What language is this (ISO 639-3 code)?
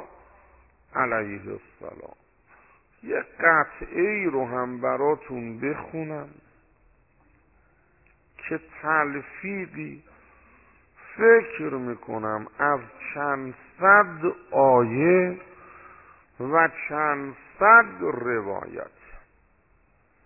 fas